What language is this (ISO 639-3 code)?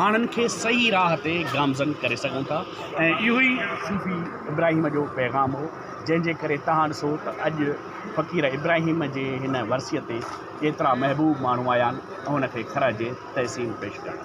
snd